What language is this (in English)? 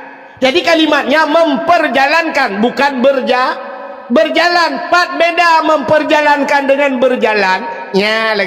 Achinese